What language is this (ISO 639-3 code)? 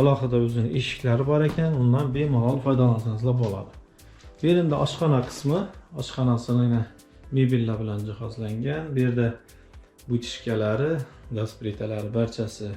uzb